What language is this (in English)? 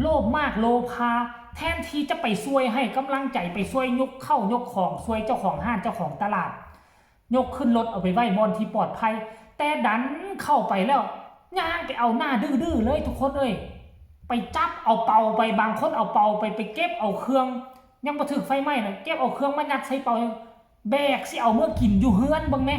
Northeastern Thai